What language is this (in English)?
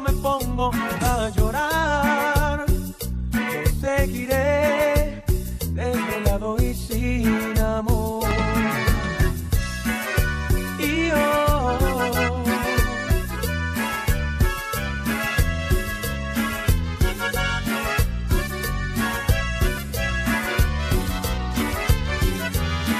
Spanish